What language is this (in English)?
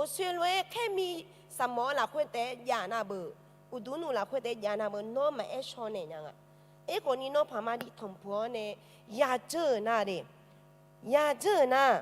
Akha